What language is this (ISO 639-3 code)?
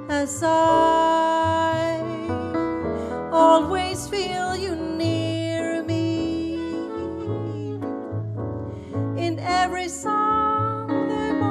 swe